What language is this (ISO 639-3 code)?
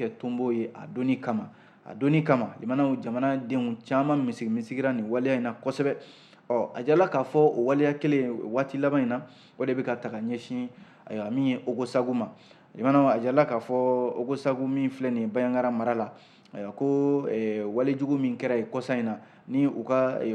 bam